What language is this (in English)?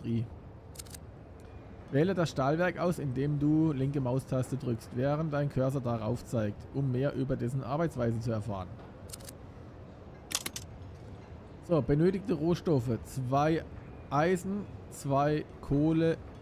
German